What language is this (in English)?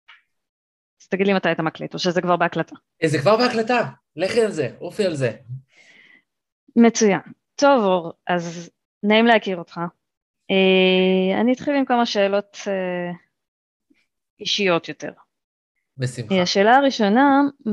Hebrew